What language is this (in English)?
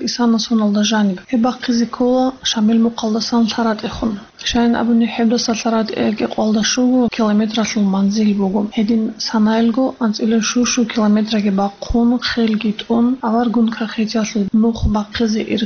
Avaric